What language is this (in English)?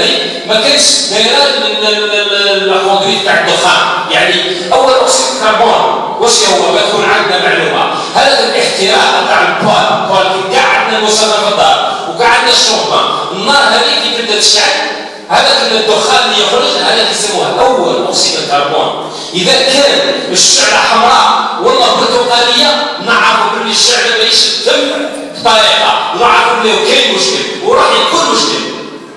Algerian Arabic